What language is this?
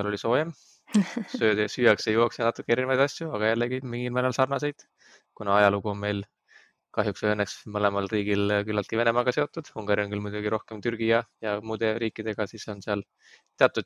Estonian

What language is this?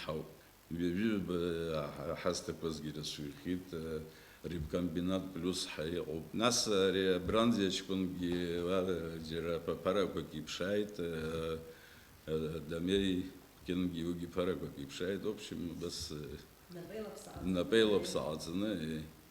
Abkhazian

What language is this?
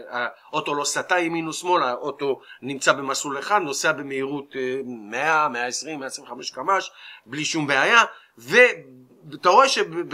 Hebrew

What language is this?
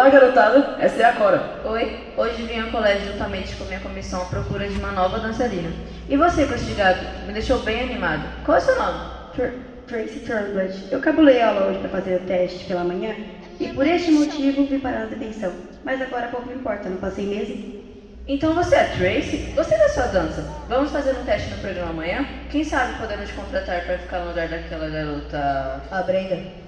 Portuguese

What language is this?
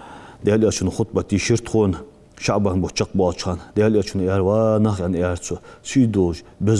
Ingush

